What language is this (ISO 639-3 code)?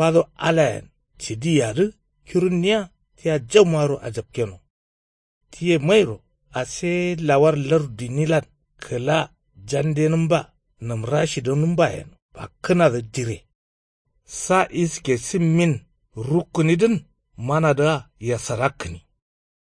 kau